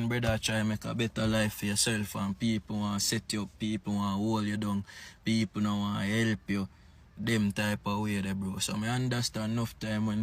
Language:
Jamaican Creole English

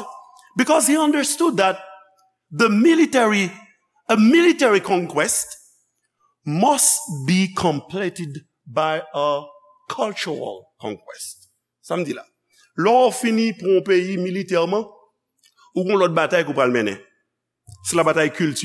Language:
Haitian Creole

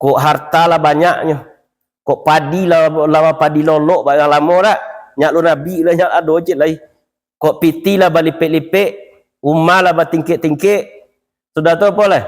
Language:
Minangkabau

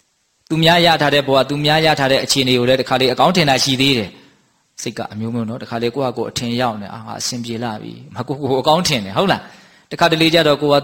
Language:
Burmese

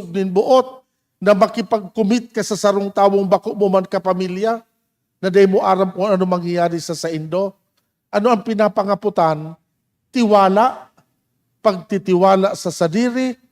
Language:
Bikol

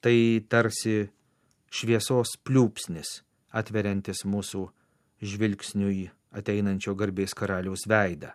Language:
Lithuanian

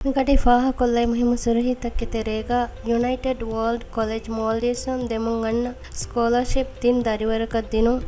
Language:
Divehi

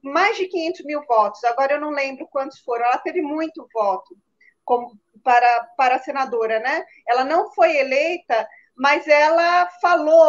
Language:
Portuguese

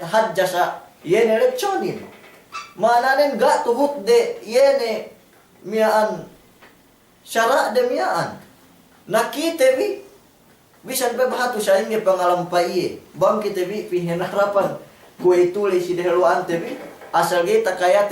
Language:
Yakan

